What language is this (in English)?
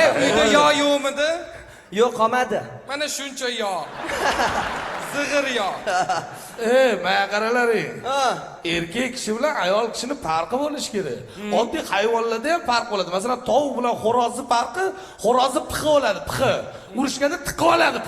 Uzbek